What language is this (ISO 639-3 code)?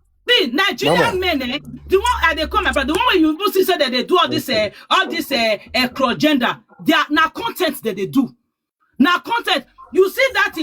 pcm